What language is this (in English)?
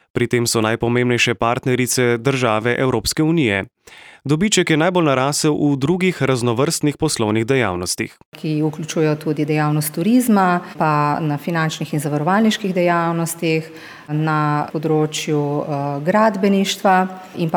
Slovenian